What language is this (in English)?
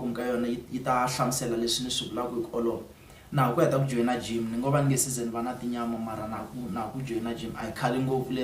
Tsonga